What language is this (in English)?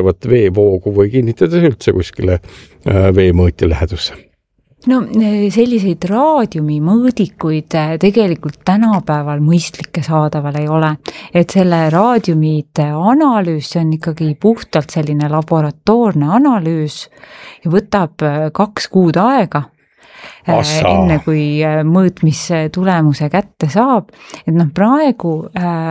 Estonian